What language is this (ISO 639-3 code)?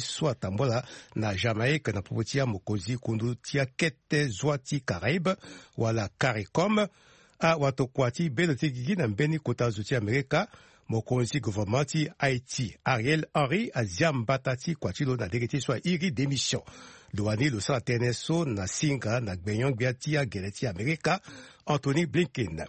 sag